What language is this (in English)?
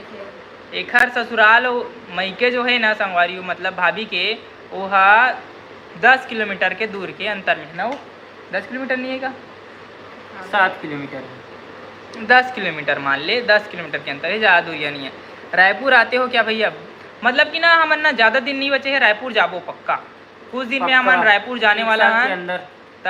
Chhattisgarhi